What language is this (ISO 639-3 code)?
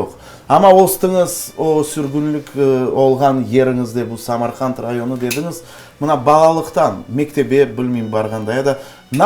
crh